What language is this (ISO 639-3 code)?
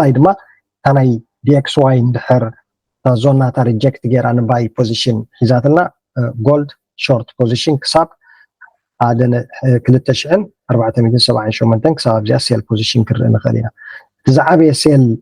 tir